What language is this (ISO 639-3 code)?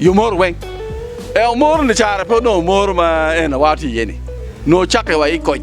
ach